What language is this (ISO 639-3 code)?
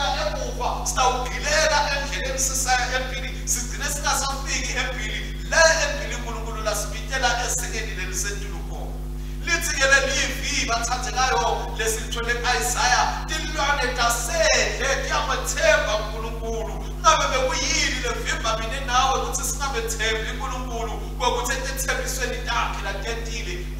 ssw